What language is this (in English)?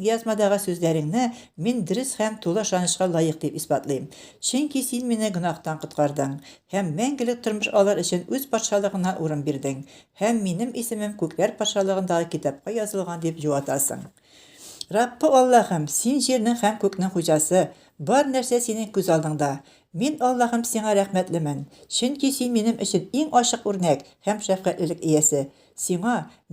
Tatar